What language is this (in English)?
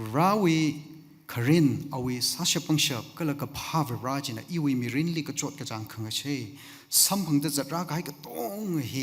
Tangkhul Naga (India)